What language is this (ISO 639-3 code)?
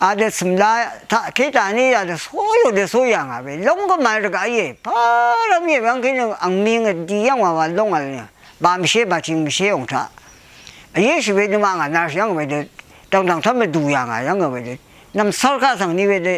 raw